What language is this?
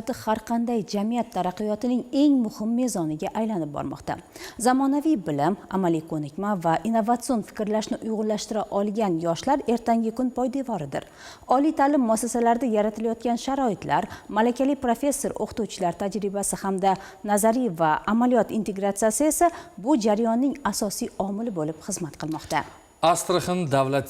Uzbek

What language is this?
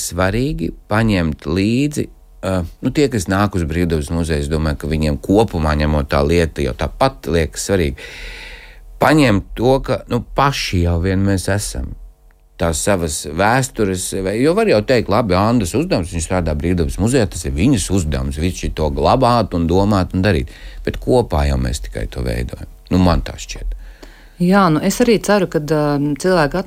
Latvian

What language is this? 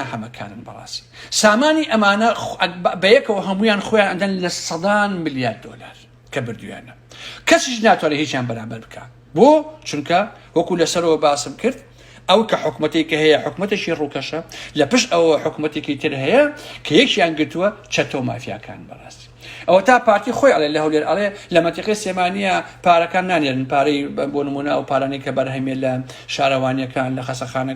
Central Kurdish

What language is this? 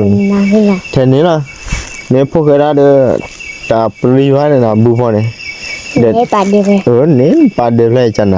S'gaw Karen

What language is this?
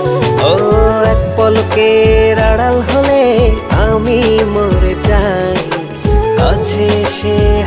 Bangla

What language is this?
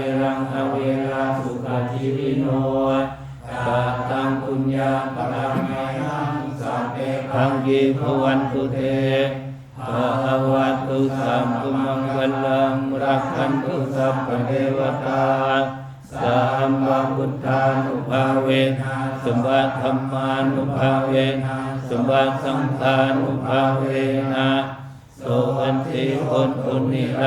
Pali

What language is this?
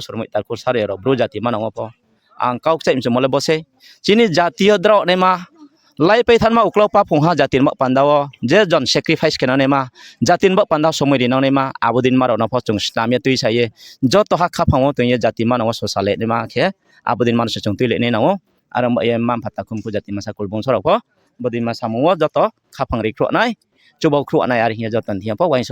Riang (India)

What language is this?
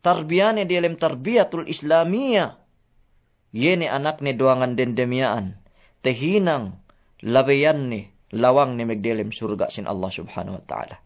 Yakan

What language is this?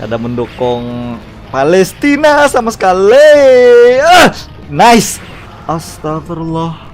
Banjar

